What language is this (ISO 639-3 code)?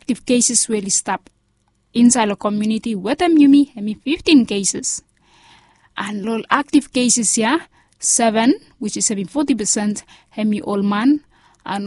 bis